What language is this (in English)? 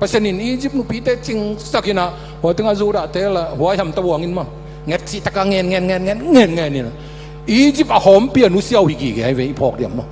Tedim Chin